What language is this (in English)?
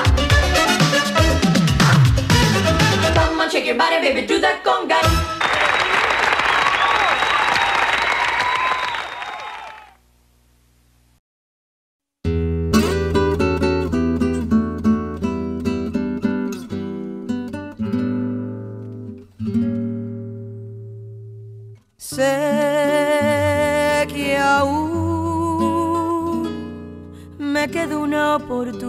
Spanish